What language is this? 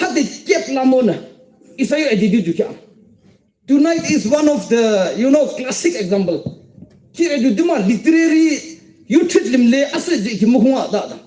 Yimchungru Naga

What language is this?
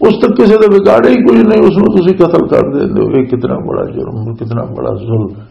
Western Panjabi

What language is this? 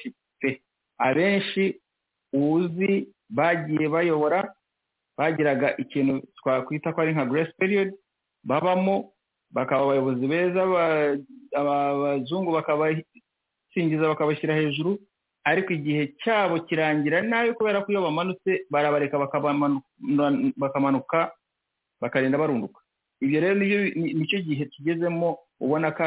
Kinyarwanda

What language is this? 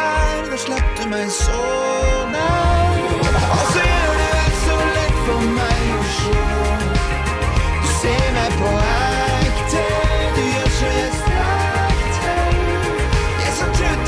Norwegian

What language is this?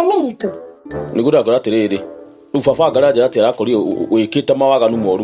Kikuyu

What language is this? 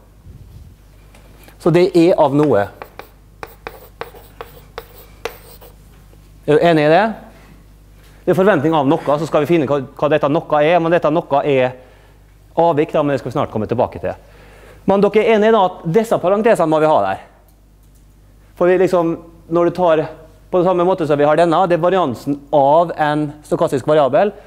Norwegian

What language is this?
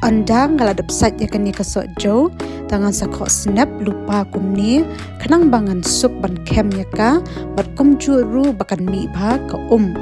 Khasi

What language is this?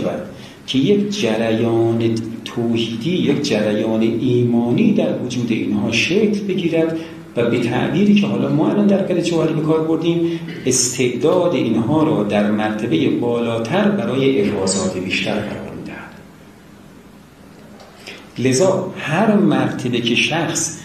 Persian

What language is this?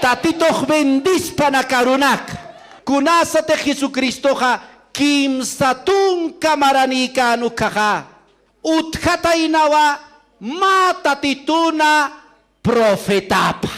Aymara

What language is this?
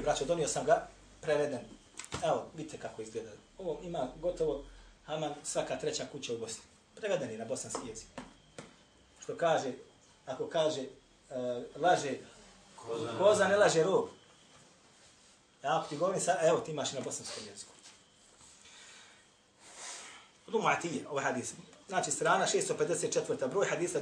Bosnian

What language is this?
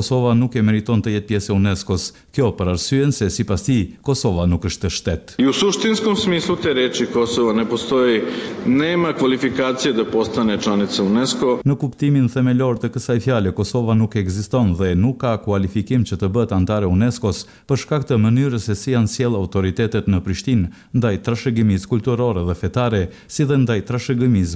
Albanian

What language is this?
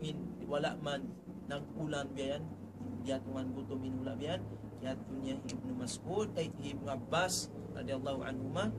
Tausug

